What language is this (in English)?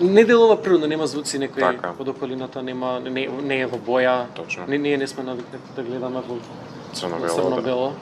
Macedonian